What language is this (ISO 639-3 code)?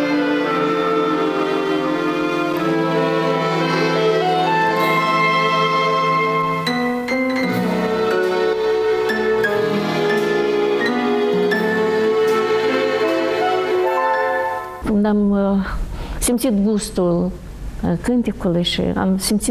ron